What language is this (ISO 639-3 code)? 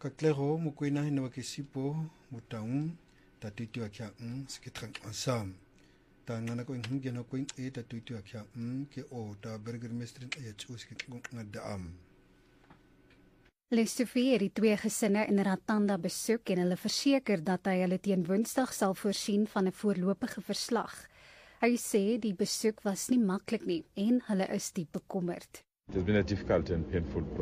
afr